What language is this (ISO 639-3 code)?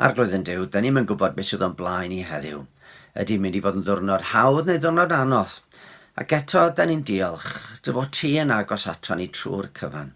cym